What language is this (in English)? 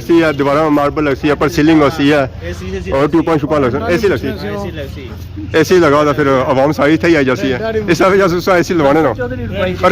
Pahari-Potwari